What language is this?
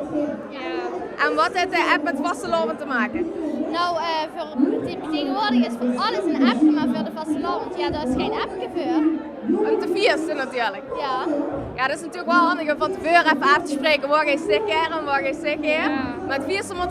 Limburgish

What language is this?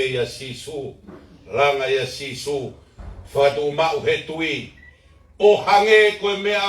Tongan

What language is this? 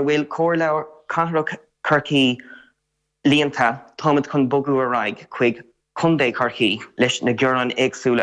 Irish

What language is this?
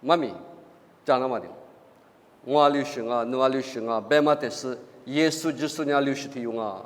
Lisu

